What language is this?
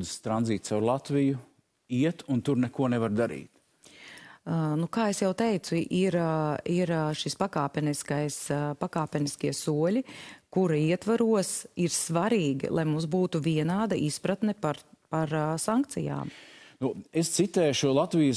Latvian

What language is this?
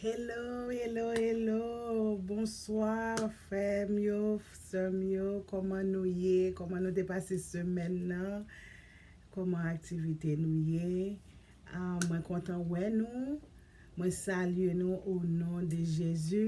Haitian Creole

